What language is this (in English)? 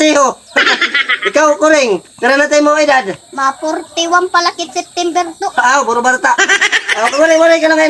Waray